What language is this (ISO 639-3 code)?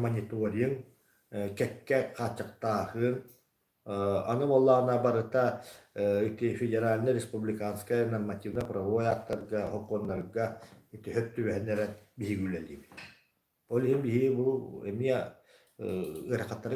sah